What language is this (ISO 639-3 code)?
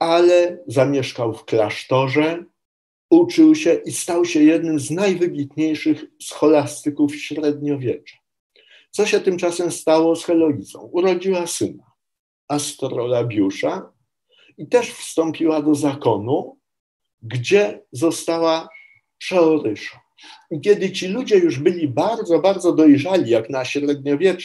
pol